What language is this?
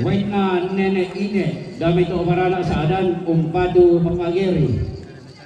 Toraja-Sa'dan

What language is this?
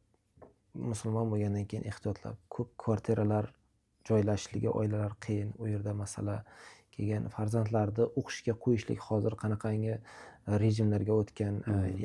Uzbek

